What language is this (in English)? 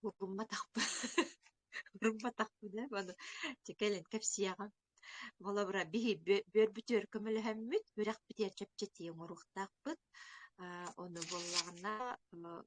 Yakut